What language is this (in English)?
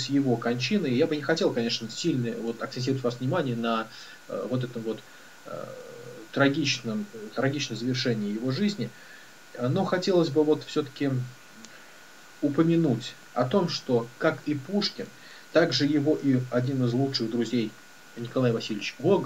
Russian